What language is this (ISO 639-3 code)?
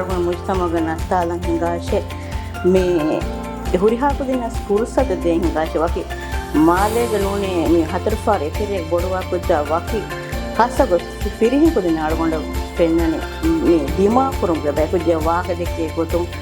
div